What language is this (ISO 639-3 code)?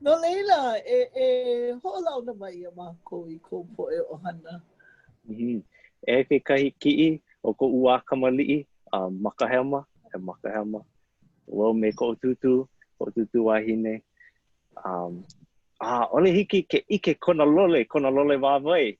haw